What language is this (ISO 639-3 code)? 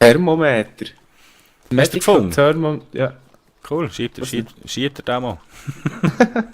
gsw